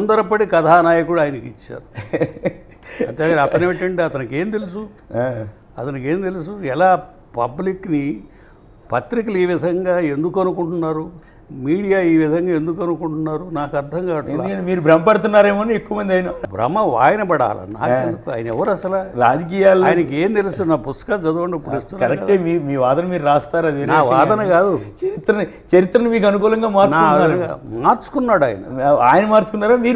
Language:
Telugu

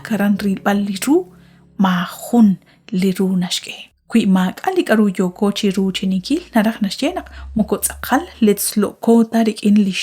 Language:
Kekchí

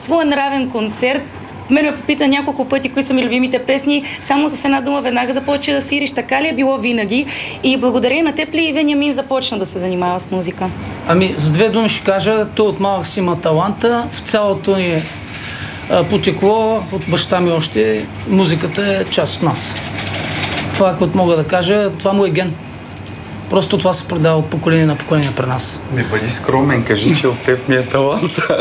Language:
Bulgarian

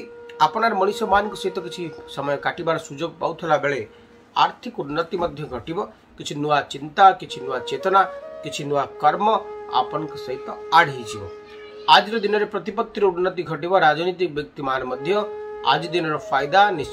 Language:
Odia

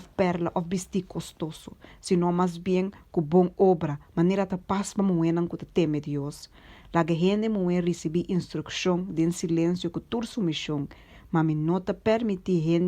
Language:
Papiamento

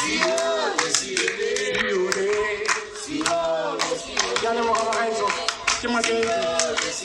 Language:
Tswana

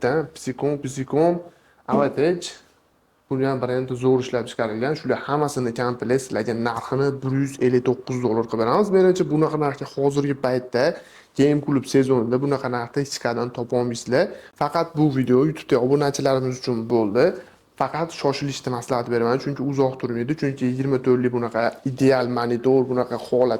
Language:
Uzbek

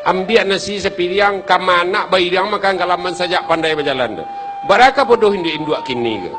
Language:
Minangkabau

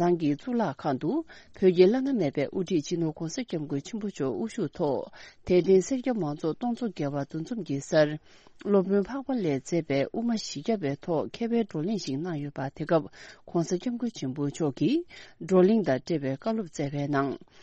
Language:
Tibetan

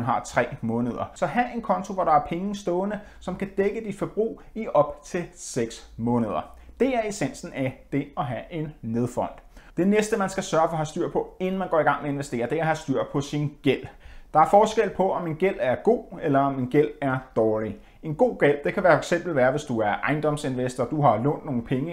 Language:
Danish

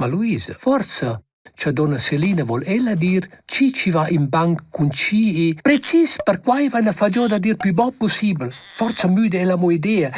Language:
Romansh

